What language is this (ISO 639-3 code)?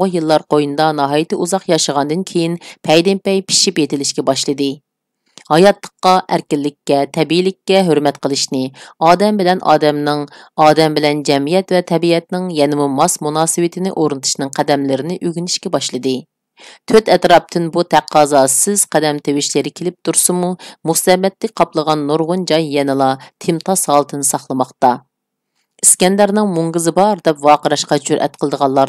uig